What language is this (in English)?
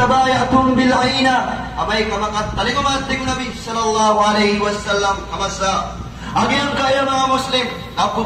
Maranao